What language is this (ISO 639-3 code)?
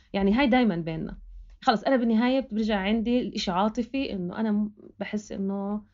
apc